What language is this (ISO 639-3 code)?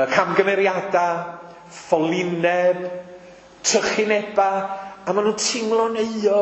cym